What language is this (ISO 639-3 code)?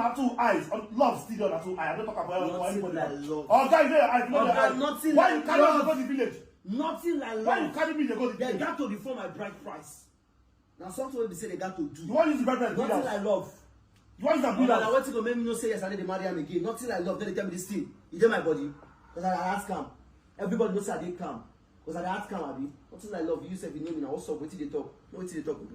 pcm